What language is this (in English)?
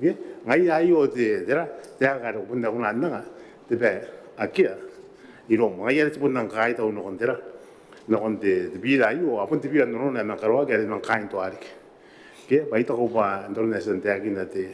Gilbertese